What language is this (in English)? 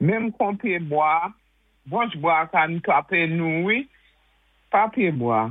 Saint Lucian Creole French